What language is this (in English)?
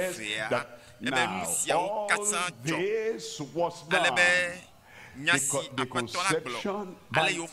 Ewe